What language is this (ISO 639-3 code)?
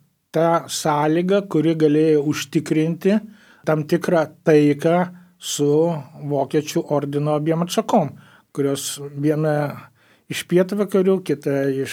lit